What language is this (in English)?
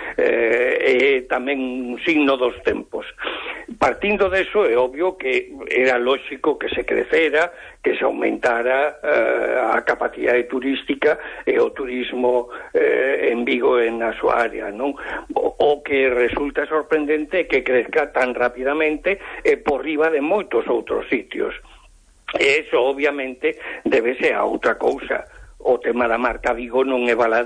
Galician